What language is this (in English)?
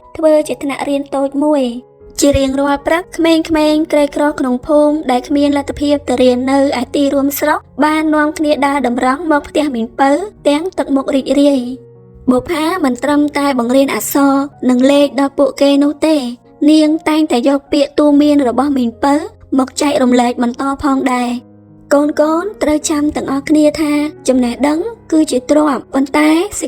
Khmer